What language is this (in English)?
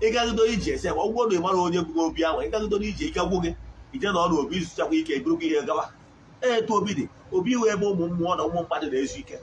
Igbo